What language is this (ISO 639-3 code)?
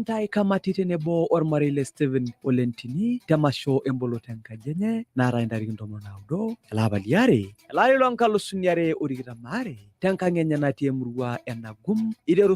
mas